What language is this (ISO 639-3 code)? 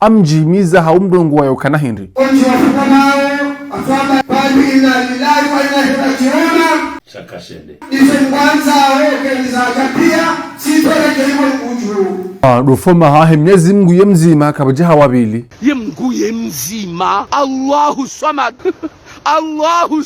zdj